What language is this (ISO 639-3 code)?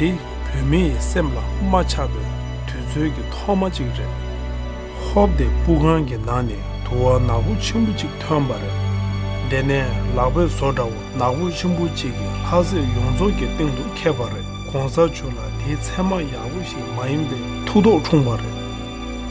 bod